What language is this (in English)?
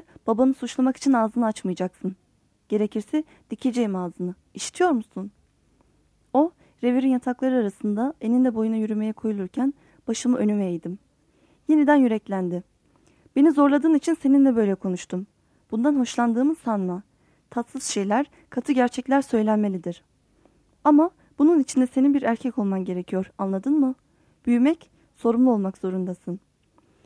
Turkish